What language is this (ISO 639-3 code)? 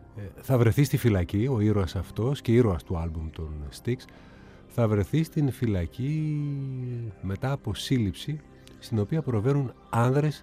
ell